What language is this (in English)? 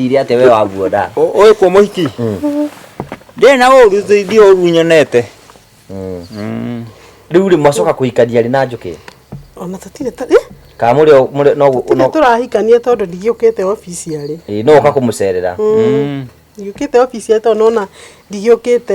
Kikuyu